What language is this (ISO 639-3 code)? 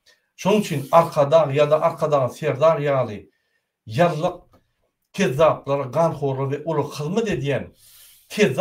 tuk